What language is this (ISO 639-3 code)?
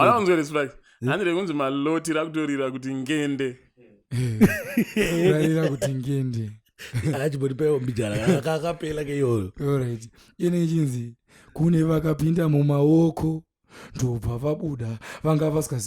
sna